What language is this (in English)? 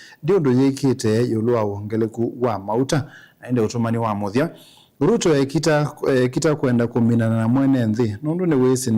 Kamba